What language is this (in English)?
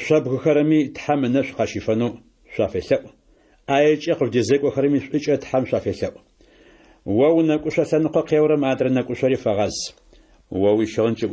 Adyghe